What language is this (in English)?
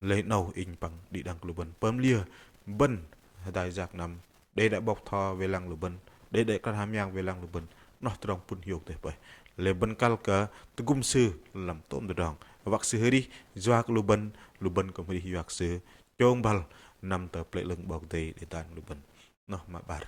Bahnar